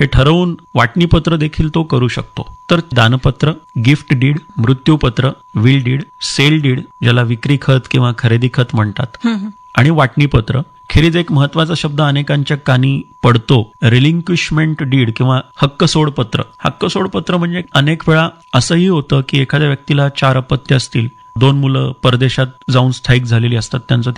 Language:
Marathi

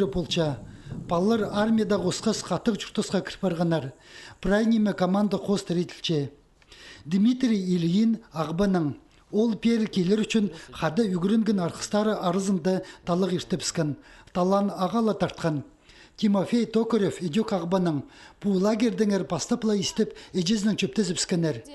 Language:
Khakas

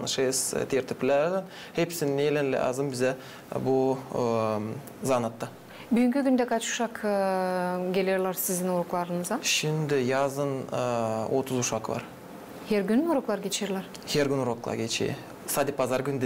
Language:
Gagauz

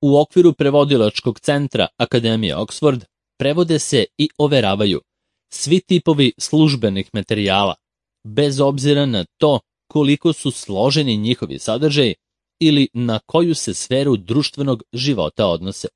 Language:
Serbian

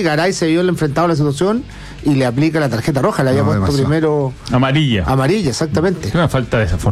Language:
Spanish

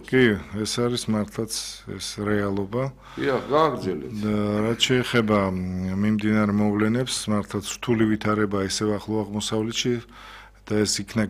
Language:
Georgian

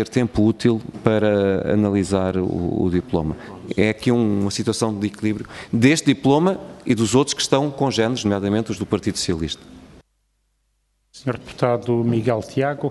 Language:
Portuguese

